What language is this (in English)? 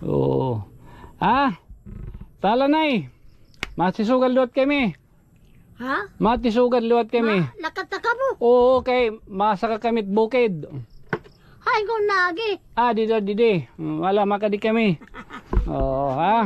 Waray